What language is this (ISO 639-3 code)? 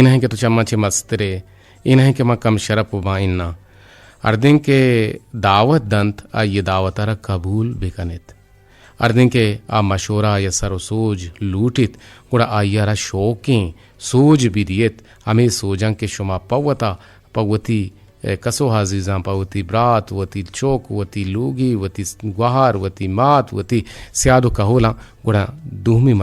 bgp